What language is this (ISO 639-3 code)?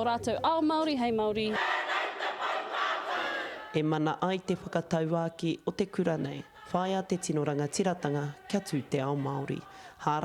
mri